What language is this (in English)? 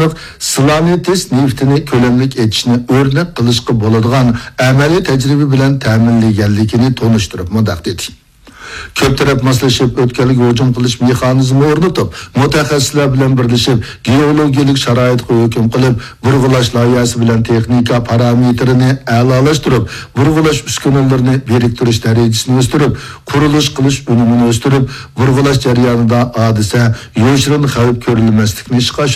Uyghur